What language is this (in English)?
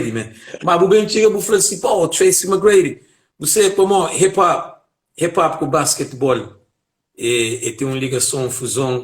Kabuverdianu